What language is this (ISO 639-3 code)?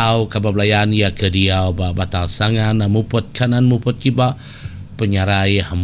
iba